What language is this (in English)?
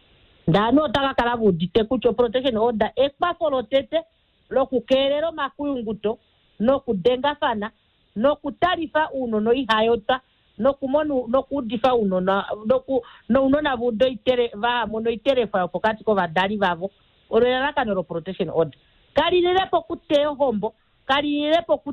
Kuanyama